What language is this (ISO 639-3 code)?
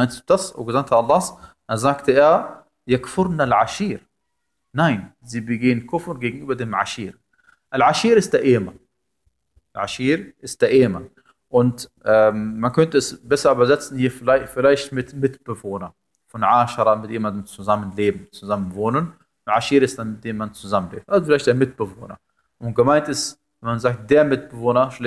deu